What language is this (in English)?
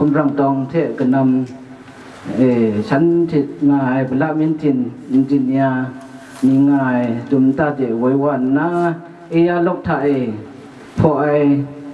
Kachin